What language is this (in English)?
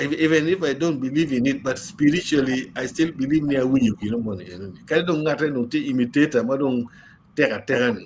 Acoli